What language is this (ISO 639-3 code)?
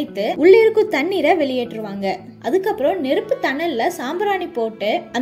tam